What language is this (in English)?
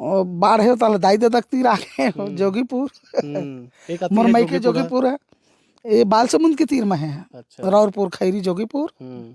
Chhattisgarhi